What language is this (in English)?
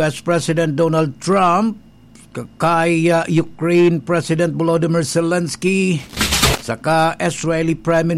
Bikol